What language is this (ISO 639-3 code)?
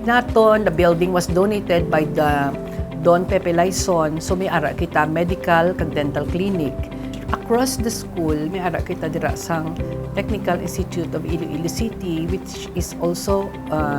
hil